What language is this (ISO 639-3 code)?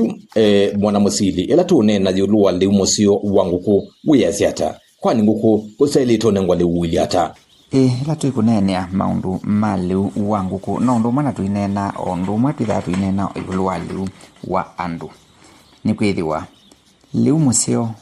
kam